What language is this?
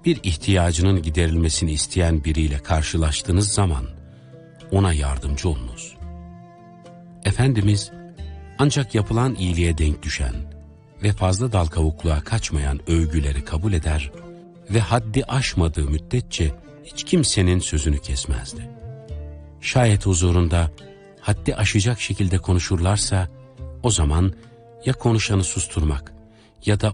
Turkish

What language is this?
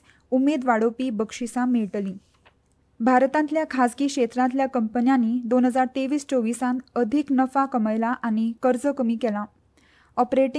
Konkani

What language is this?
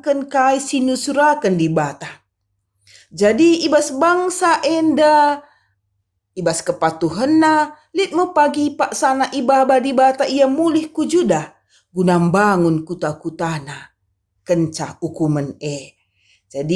Batak Karo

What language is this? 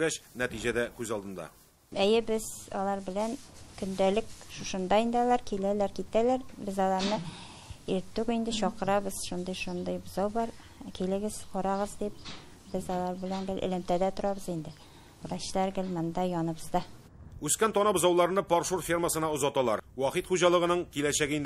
Tatar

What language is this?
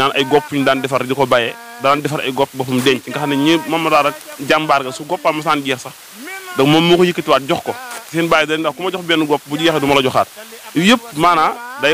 Wolof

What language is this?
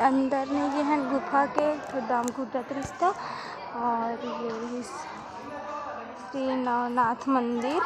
Chhattisgarhi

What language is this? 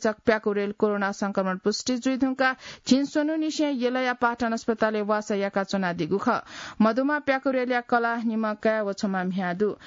Newari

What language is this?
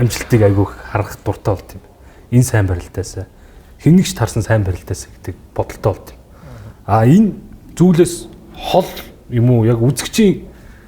Mongolian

